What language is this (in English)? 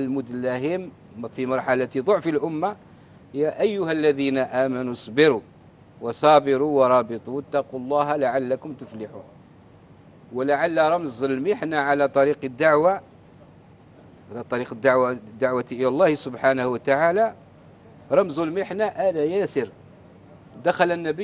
Arabic